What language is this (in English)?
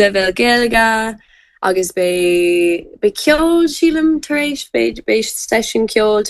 Irish